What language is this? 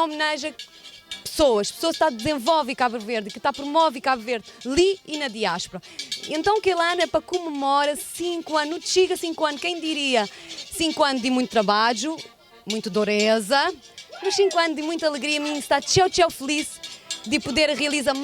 Kabuverdianu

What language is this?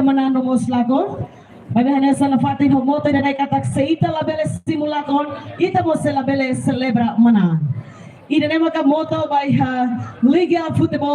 Tetum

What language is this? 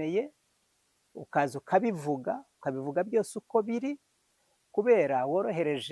Kinyarwanda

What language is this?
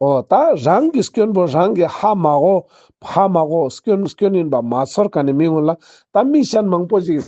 Ladakhi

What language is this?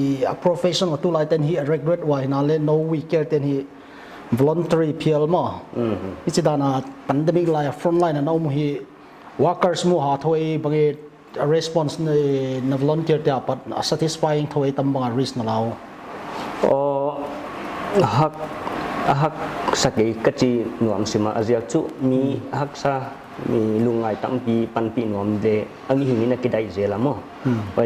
Paite Chin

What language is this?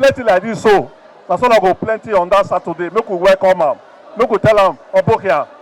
Nigerian Pidgin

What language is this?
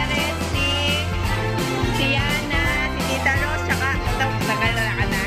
Filipino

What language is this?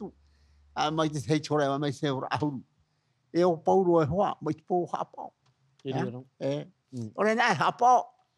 Tahitian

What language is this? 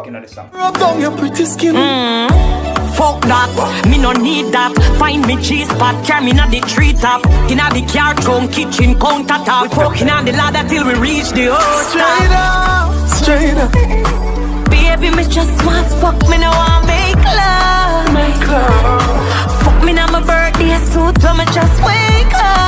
Jamaican Creole English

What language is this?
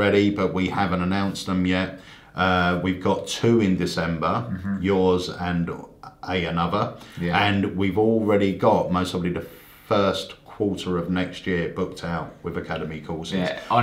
English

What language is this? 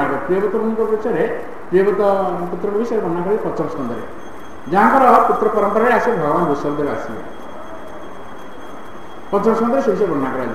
Odia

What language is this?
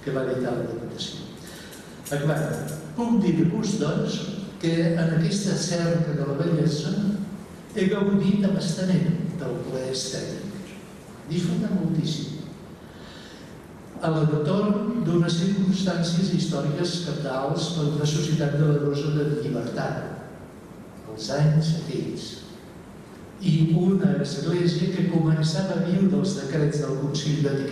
Catalan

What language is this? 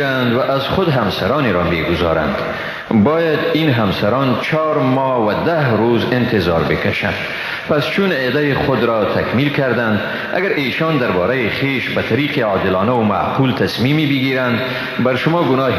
Persian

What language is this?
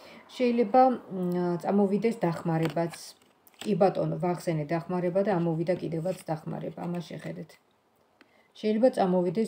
Georgian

